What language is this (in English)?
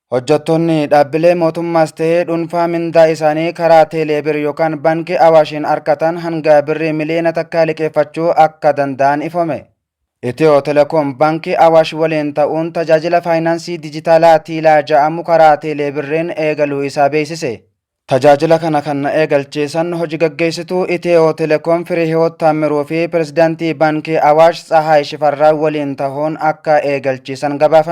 Oromo